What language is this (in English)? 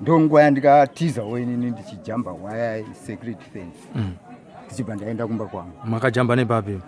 Shona